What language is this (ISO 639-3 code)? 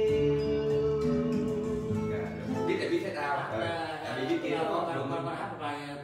vie